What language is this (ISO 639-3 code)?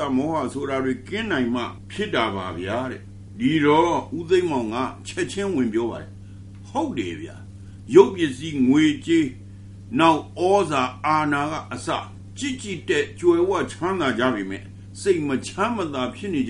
mya